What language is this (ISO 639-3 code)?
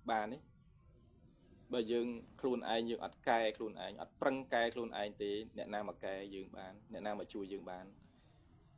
khm